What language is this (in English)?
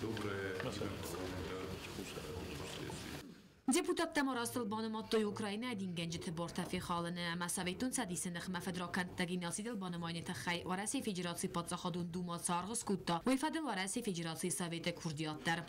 Ossetic